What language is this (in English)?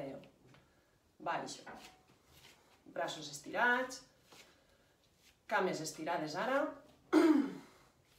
Catalan